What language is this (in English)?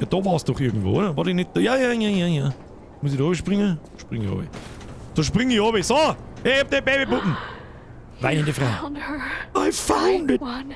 Bavarian